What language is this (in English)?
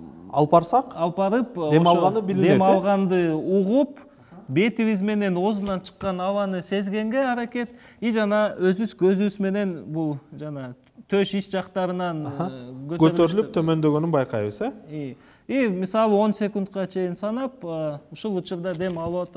Kyrgyz